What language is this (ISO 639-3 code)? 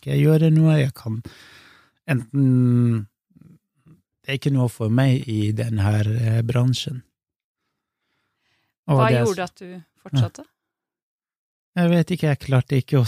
nor